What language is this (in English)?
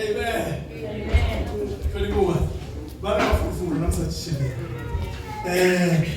Venda